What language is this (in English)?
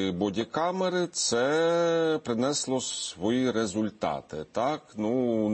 Ukrainian